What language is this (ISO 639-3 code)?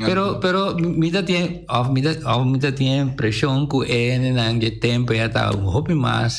pap